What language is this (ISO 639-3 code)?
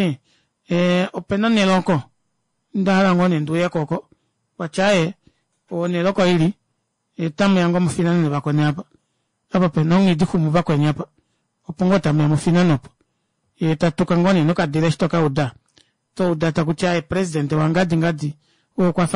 kua